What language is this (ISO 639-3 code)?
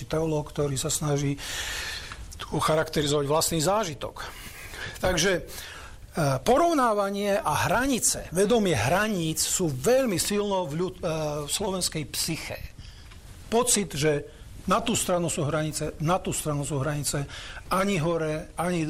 slk